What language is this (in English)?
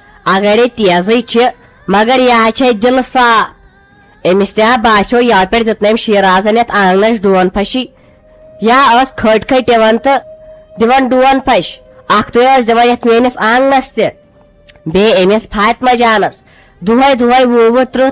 Kashmiri